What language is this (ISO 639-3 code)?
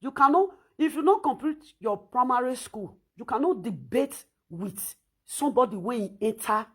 pcm